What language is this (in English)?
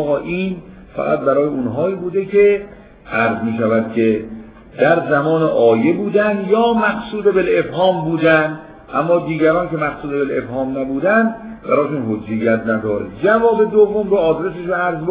Persian